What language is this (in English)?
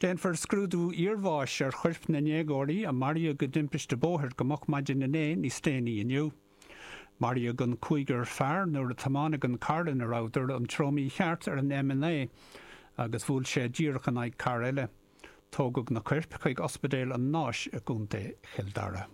Irish